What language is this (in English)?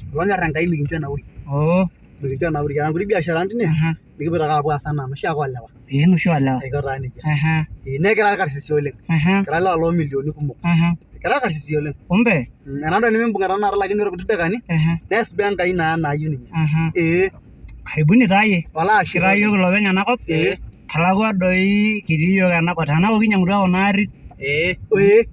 Masai